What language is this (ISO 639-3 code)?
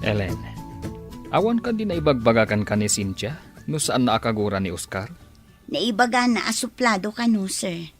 ilo